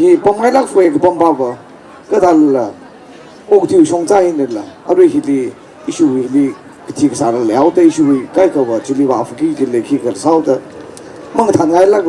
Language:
Tangkhul Naga (India)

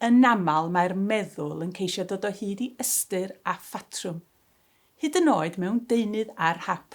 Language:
Welsh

